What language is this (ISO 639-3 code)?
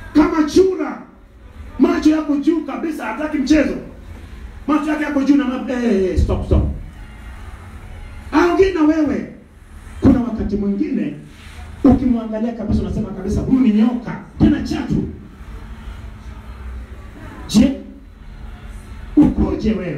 swa